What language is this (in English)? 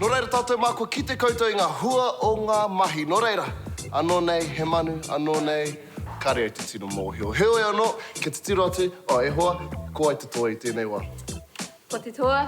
Māori